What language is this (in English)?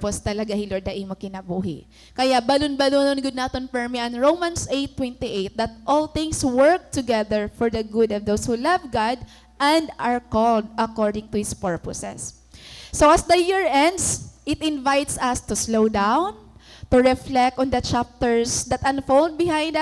Waray